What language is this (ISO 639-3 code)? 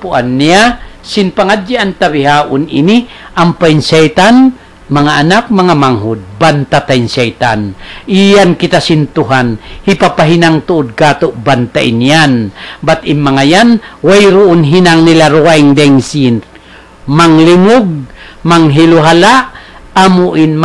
tsg